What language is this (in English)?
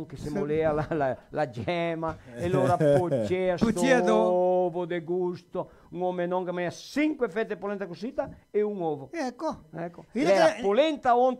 Venetian